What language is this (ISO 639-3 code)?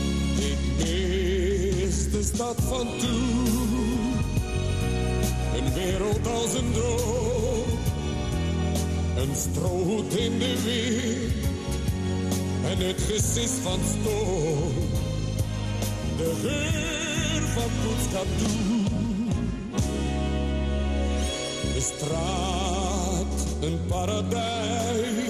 nld